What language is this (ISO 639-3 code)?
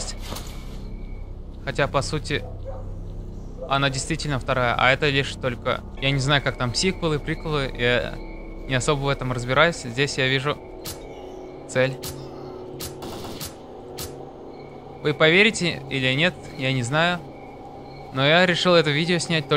rus